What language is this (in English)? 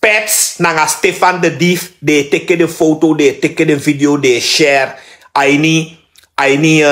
Sranan Tongo